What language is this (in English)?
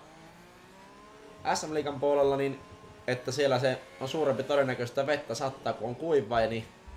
Finnish